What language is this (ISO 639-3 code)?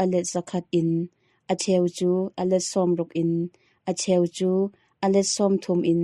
cnh